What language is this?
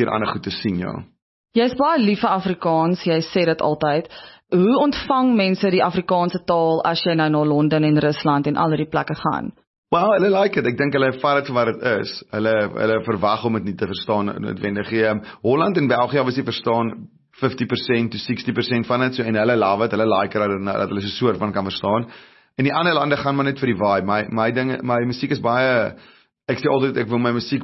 Afrikaans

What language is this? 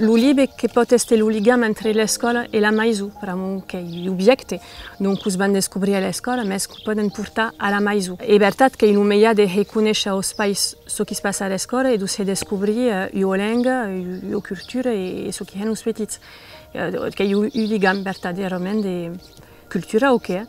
Occitan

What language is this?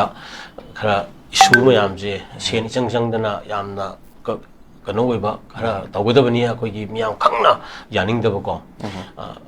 Manipuri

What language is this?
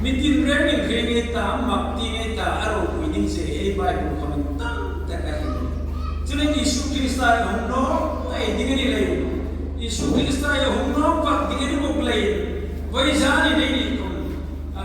Hmar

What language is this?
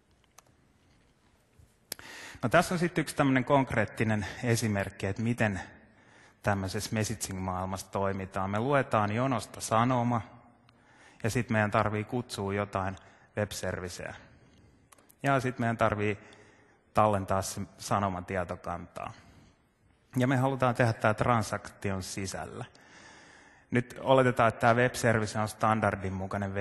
Finnish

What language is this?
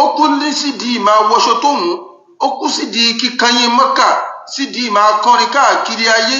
Yoruba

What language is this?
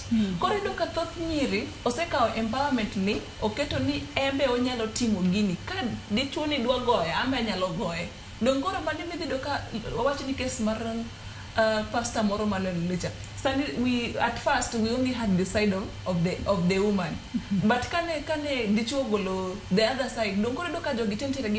Luo (Kenya and Tanzania)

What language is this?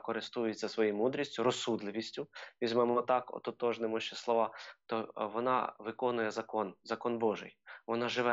Ukrainian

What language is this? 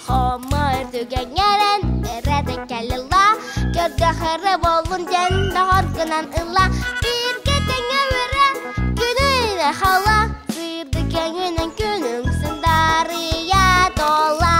Yakut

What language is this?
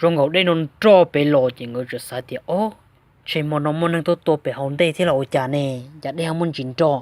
Hmong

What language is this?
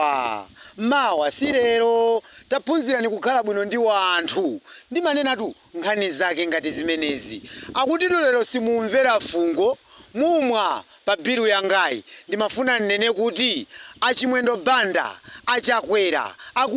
Nyanja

